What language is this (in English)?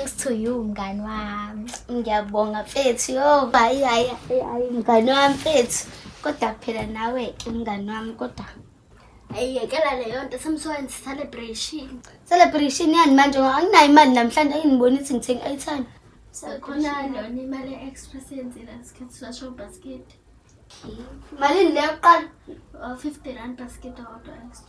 Zulu